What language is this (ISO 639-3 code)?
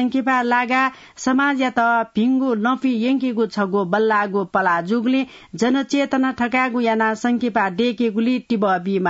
new